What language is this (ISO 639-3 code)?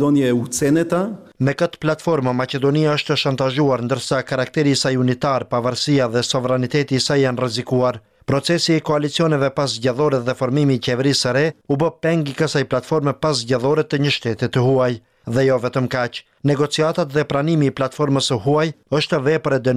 sqi